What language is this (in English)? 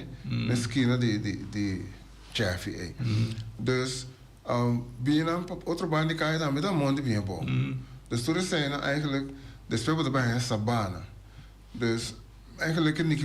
Papiamento